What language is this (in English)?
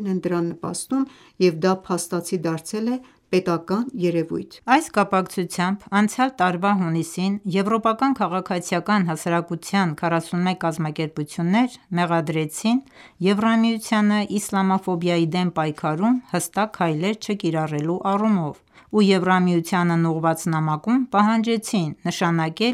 Armenian